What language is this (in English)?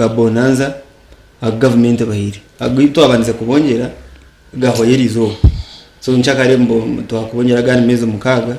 Nyankole